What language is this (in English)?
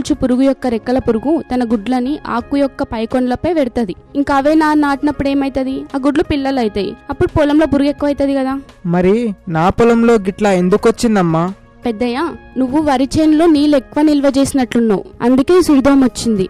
Telugu